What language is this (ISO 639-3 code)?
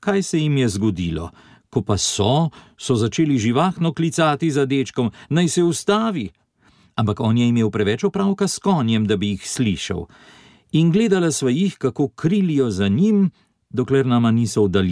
slv